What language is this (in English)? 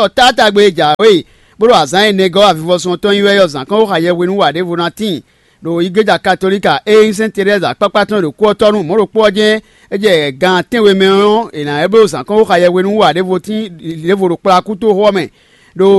Fon